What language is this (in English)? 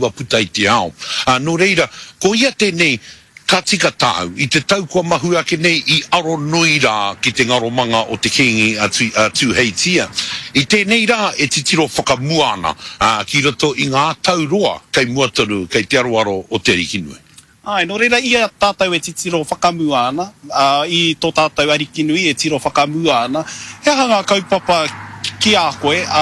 Māori